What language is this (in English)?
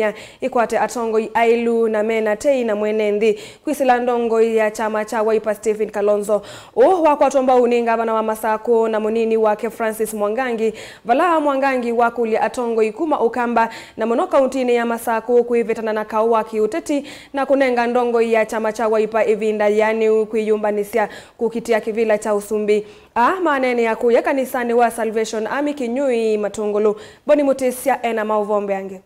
Kamba